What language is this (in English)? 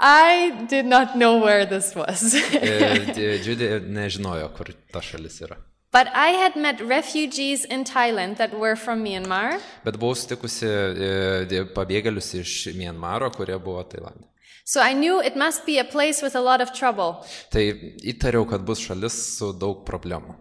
Lithuanian